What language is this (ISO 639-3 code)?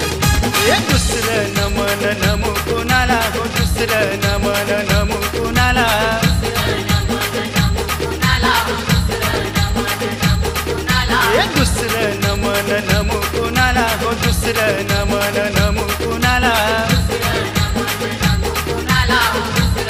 mar